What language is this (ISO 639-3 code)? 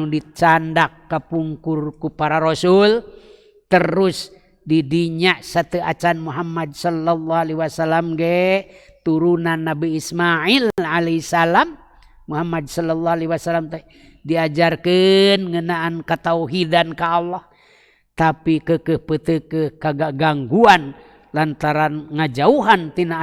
sun